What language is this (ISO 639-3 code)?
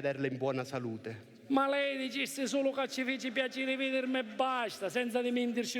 scn